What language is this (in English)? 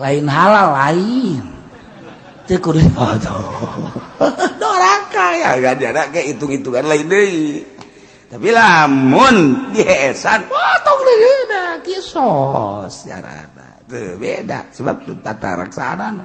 Sundanese